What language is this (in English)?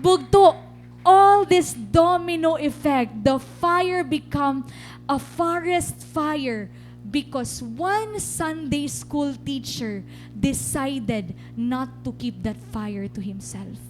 Waray